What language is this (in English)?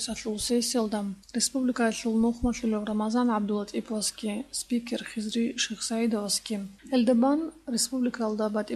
Avaric